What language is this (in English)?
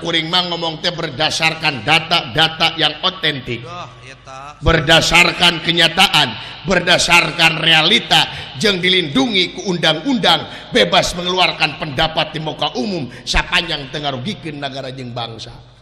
Sundanese